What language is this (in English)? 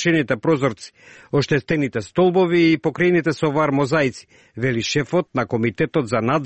Macedonian